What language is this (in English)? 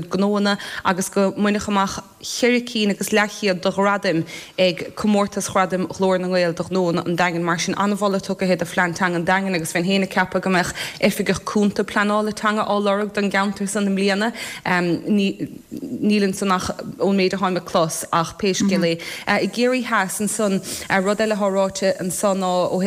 Irish